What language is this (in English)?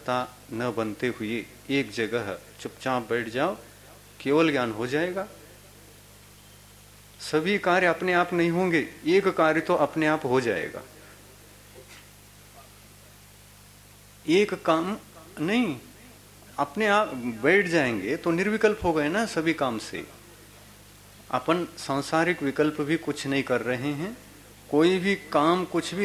Hindi